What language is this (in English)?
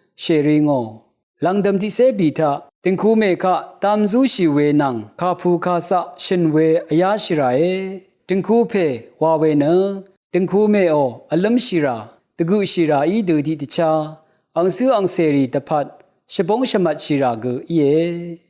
Rawang